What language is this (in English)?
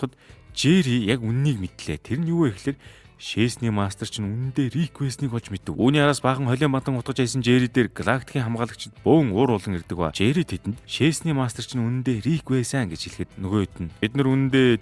Mongolian